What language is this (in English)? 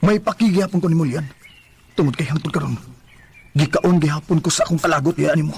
Cebuano